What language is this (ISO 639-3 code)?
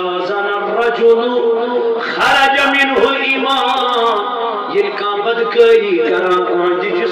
kas